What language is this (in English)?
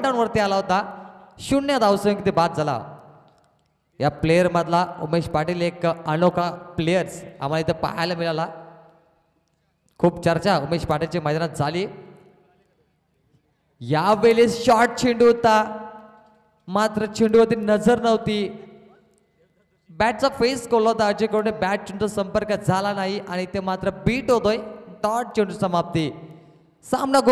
Marathi